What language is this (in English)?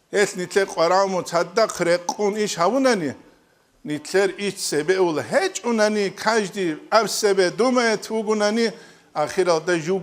Avaric